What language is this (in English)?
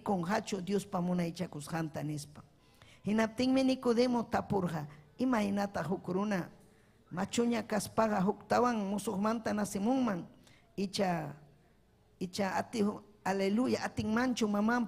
Ayacucho Quechua